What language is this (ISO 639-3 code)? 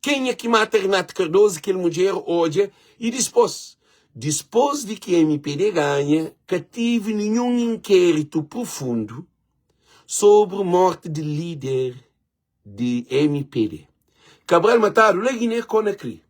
kea